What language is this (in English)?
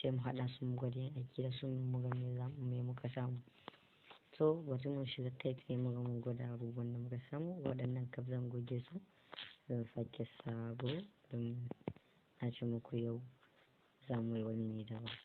Hausa